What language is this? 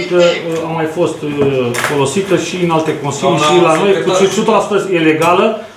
Romanian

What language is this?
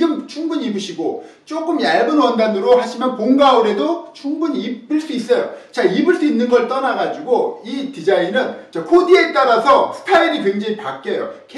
Korean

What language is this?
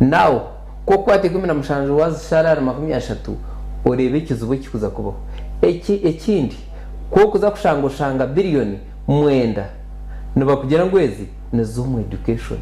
Nyankole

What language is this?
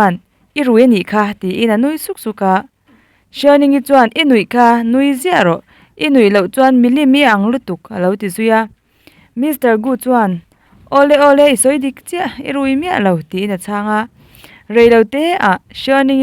Mizo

